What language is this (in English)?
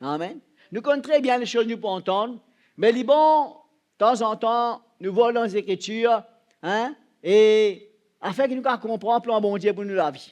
Morisyen